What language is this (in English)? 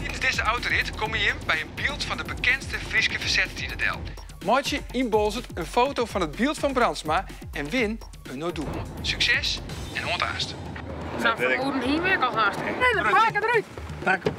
Western Frisian